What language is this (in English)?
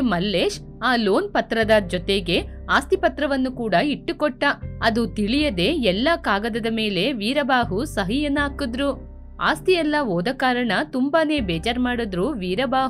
Kannada